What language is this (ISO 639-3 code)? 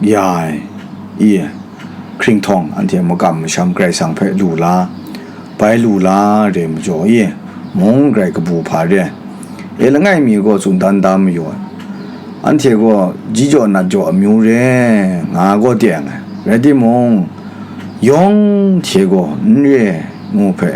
kac